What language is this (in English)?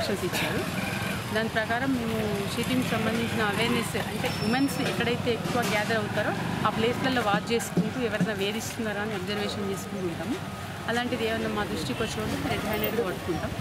Telugu